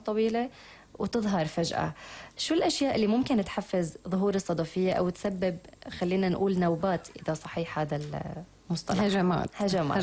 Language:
North Levantine Arabic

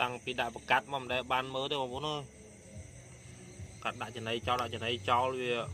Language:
Khmer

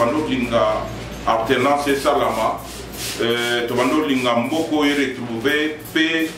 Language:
Lingala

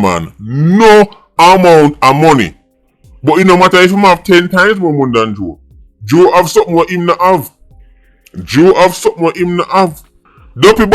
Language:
Jamaican Creole English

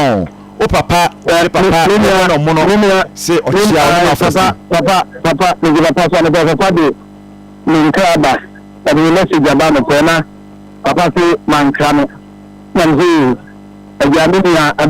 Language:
Akan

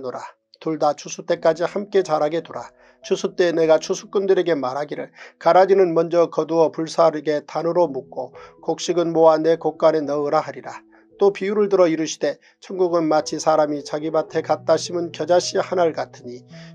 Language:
Korean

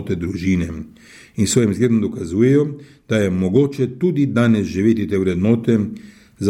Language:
Slovenian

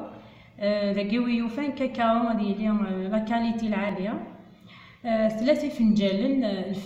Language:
Kabyle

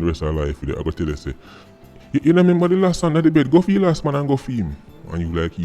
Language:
Jamaican Creole English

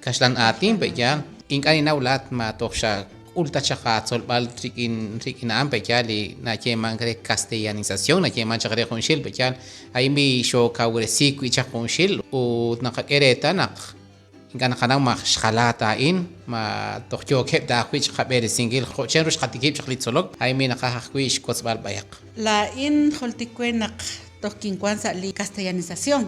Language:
Kekchí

